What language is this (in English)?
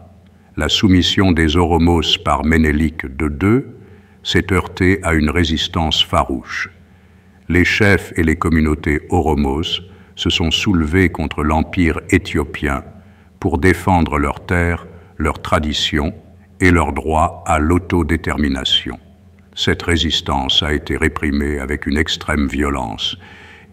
French